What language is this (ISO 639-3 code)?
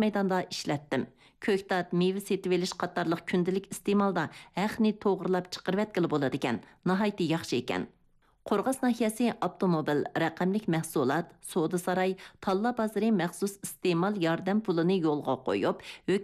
uig